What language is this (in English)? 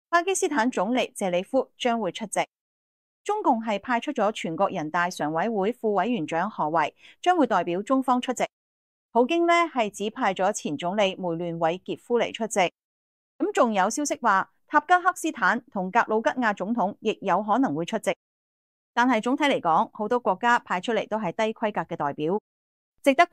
Cantonese